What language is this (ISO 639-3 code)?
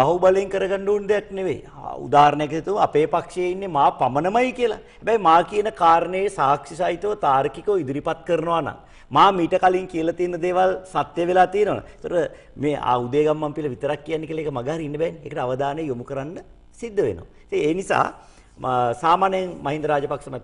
sin